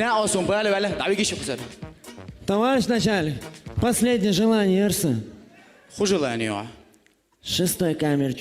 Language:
Chechen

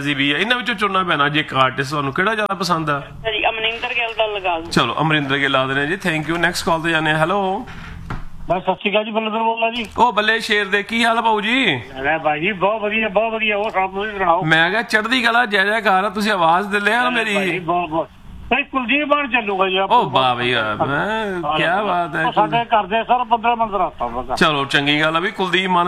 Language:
Punjabi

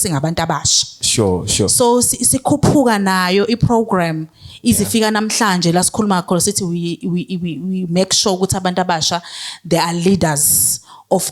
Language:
Zulu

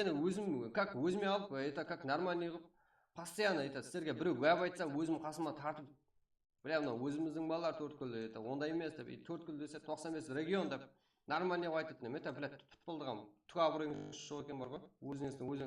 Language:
Kara-Kalpak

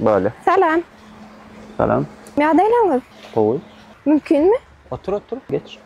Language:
Turkmen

